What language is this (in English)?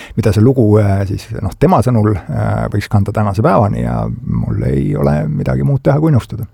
Estonian